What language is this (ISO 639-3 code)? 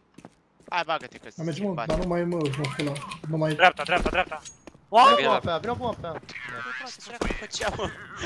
ron